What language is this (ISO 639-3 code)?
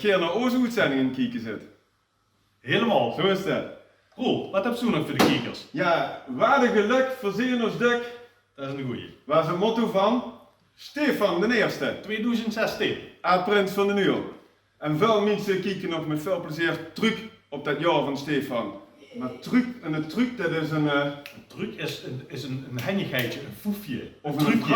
lim